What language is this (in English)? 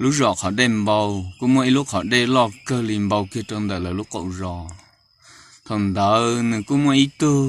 Hmong